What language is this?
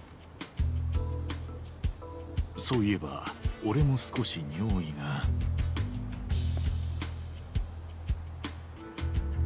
Japanese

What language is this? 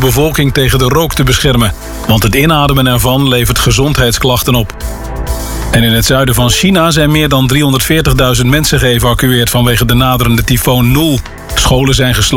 Dutch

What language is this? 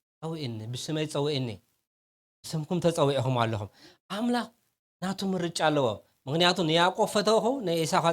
Tigrinya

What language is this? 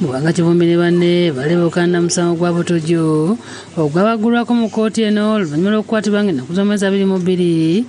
Ganda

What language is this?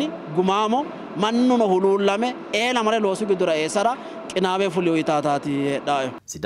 Sidamo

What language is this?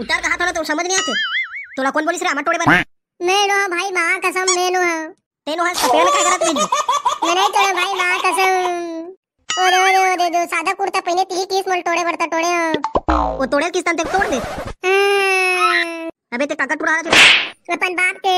Chhattisgarhi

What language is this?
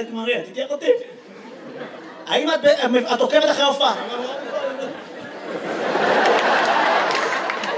Hebrew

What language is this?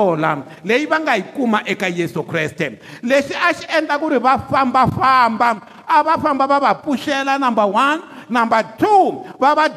Tsonga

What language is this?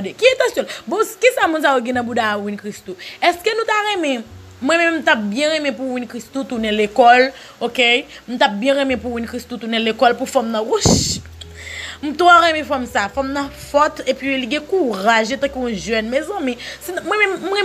Haitian Creole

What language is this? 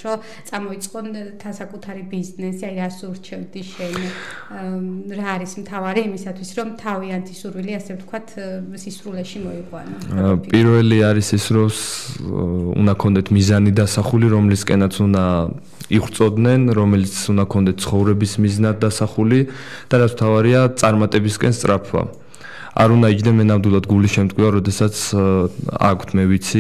Georgian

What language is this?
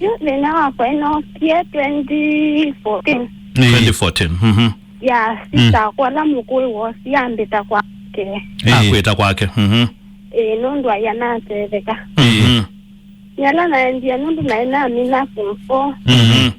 Kamba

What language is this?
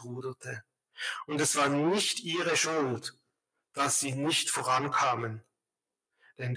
Swiss German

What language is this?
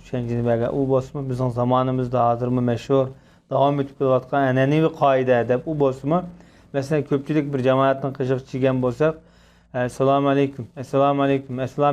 Uyghur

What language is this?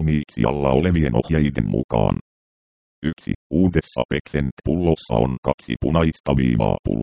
Finnish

